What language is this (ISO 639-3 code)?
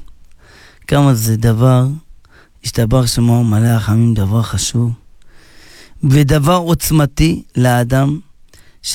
heb